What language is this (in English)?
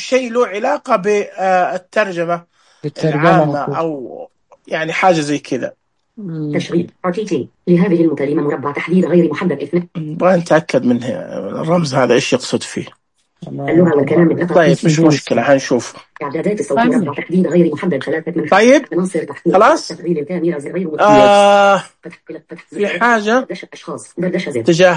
Najdi Arabic